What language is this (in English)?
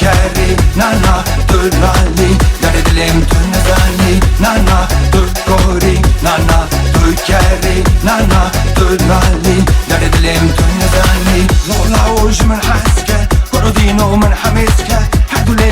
Tem